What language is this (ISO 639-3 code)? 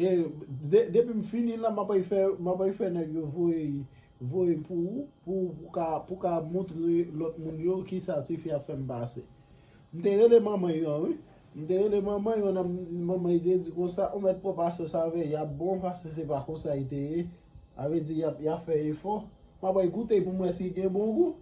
hat